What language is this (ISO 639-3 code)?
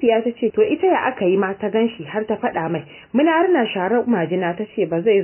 hau